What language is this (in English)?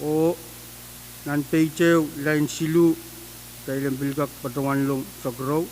Pohnpeian